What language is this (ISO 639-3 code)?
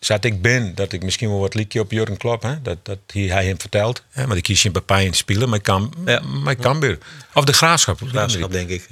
fry